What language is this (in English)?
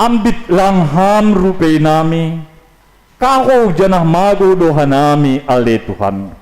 Batak Simalungun